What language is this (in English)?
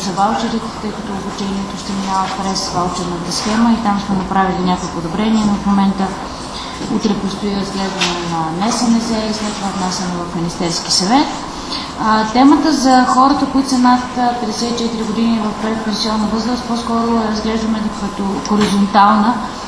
Bulgarian